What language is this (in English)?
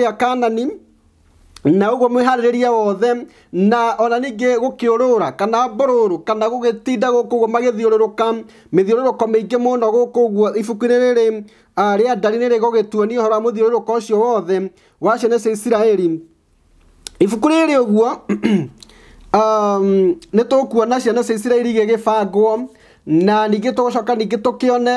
Kikuyu